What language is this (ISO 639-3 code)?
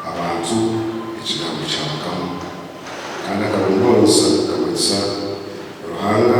nyn